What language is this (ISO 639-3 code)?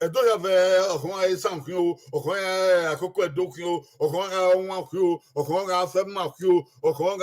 bin